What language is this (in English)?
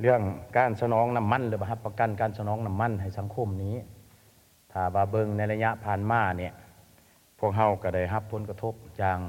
Lao